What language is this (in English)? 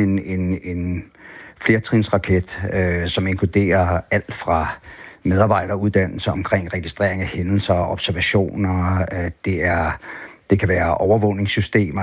Danish